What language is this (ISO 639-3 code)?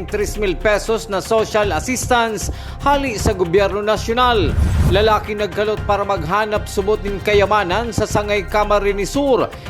bik